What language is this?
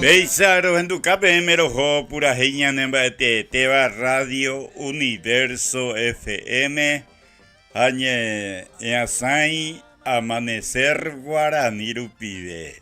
Guarani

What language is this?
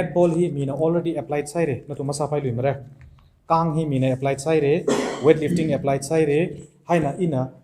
Tangkhul Naga (India)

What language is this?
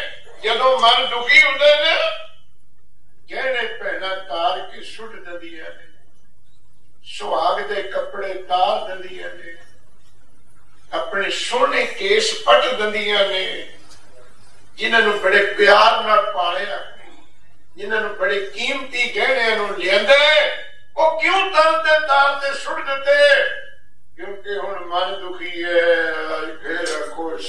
Punjabi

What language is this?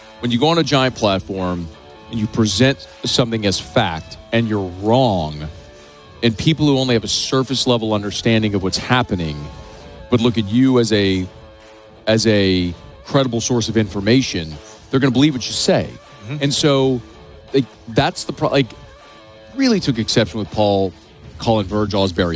English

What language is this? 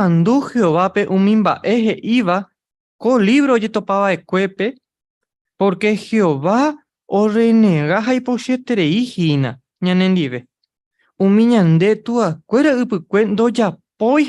Guarani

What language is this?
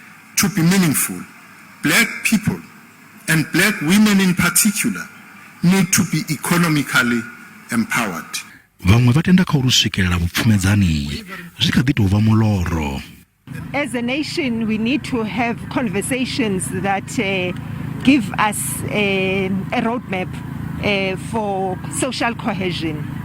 Venda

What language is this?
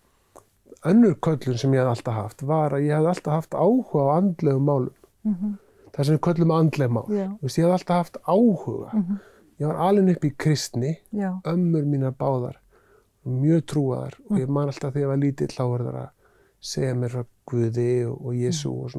Icelandic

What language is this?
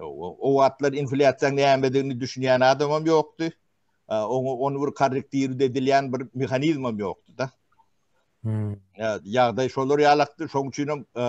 Turkmen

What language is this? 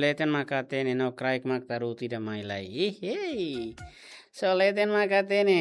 Tetum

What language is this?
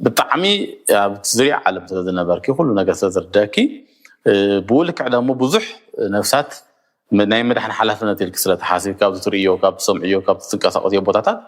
Tigrinya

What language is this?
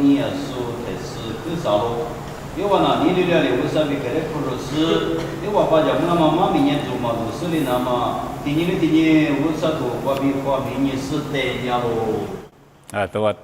Lisu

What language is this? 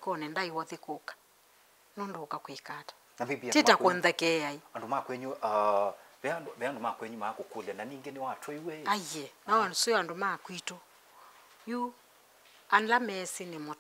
Kamba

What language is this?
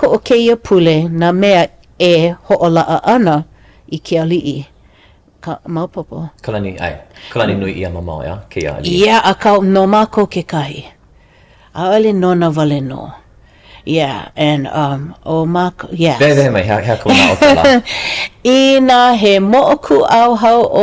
Hawaiian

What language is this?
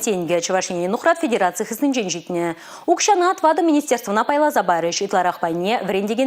Chuvash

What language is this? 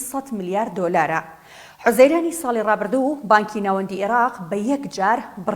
Central Kurdish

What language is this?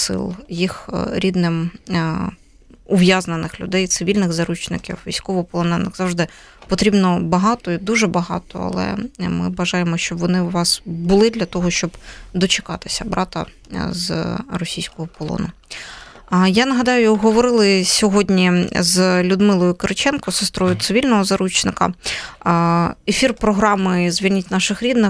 Ukrainian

